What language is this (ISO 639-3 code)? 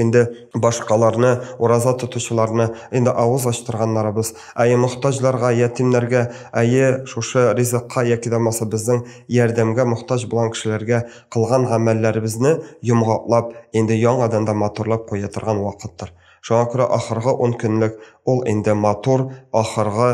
tat